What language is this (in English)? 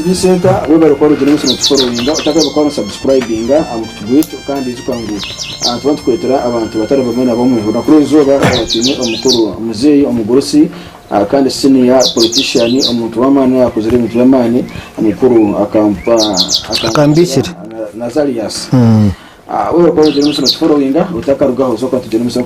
Nyankole